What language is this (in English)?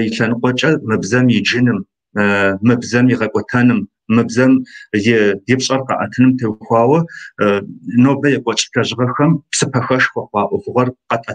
Kabardian